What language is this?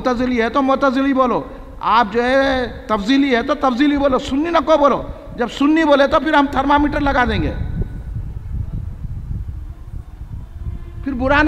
Urdu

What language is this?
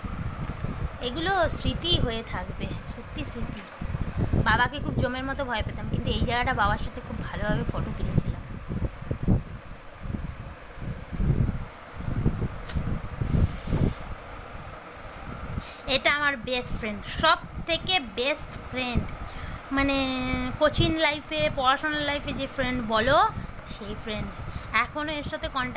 Bangla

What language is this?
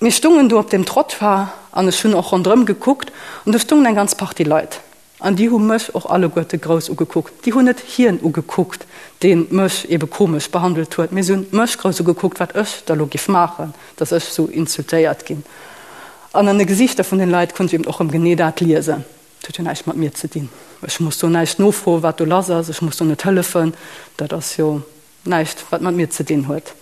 Luxembourgish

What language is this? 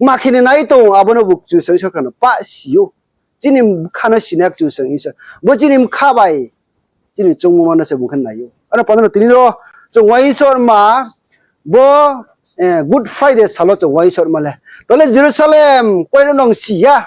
Riang (India)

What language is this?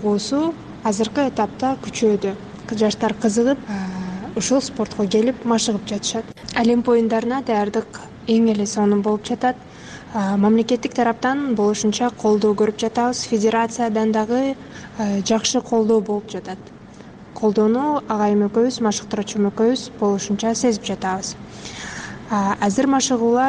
Kyrgyz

